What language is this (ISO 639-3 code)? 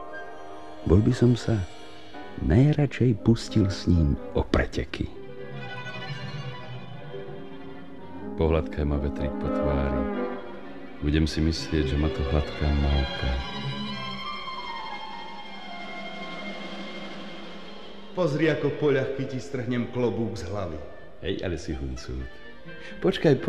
slk